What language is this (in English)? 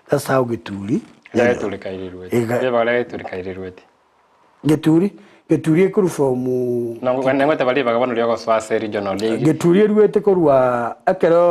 Gusii